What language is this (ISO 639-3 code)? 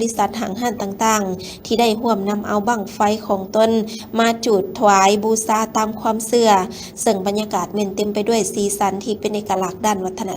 lao